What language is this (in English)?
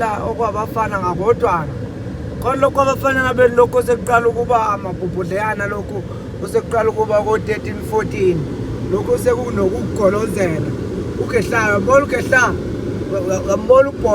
Zulu